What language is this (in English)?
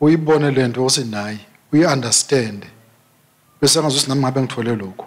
Swati